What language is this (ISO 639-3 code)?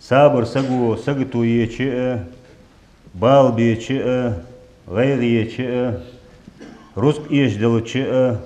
inh